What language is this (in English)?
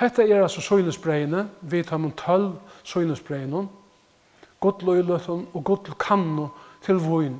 Faroese